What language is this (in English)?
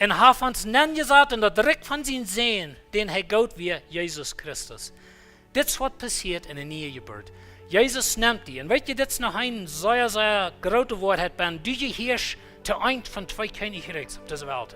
Plautdietsch